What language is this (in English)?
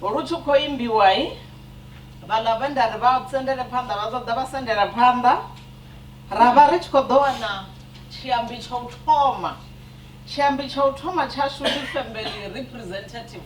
Venda